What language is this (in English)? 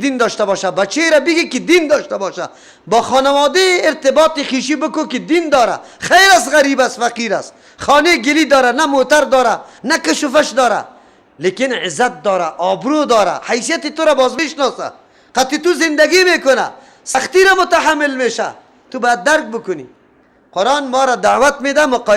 Persian